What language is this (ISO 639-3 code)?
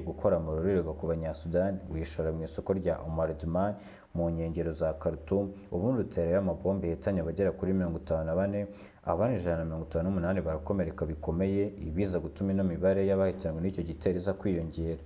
kin